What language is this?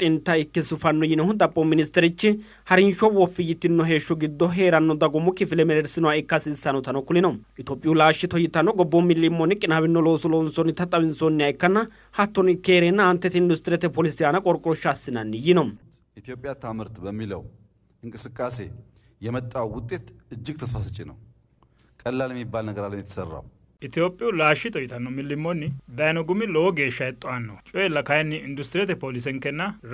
Sidamo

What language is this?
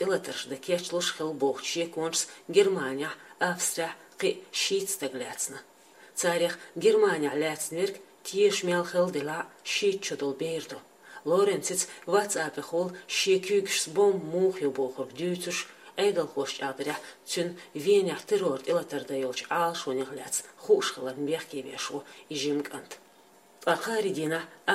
Chechen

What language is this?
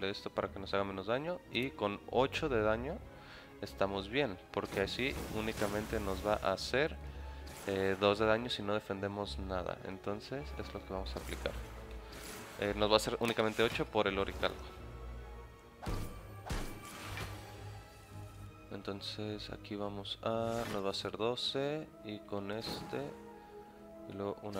Spanish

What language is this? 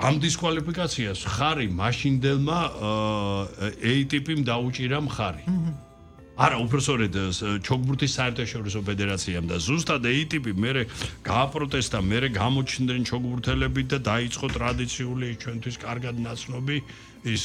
Georgian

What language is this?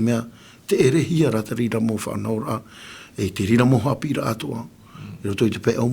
Tahitian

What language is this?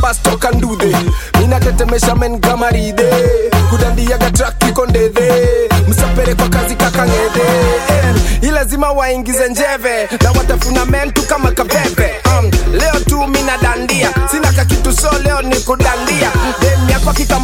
Swahili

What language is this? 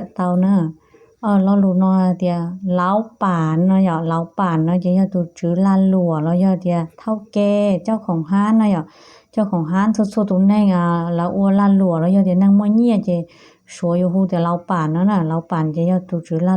Hmong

